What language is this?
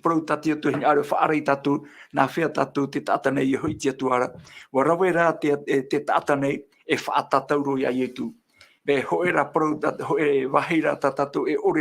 Tahitian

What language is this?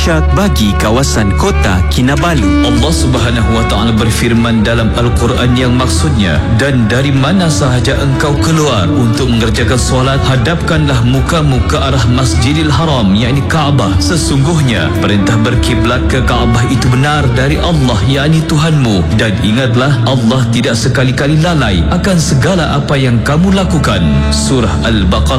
Malay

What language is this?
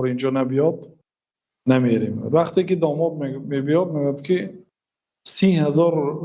Tajik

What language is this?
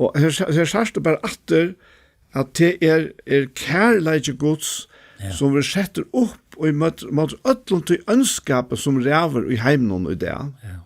Faroese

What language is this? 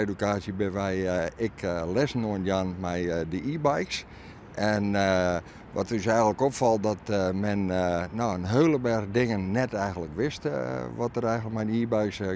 Western Frisian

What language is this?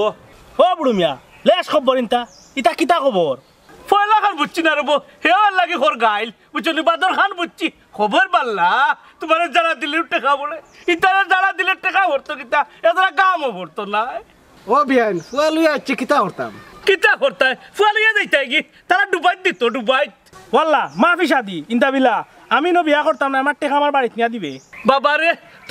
Sylheti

